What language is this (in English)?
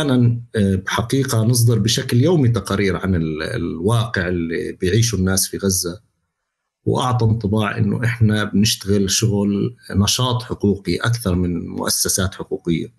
North Levantine Arabic